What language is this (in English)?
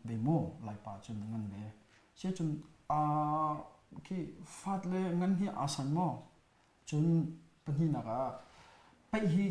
Hakha Chin